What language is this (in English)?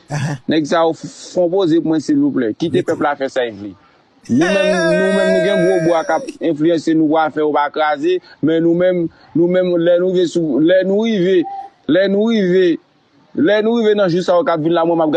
Haitian Creole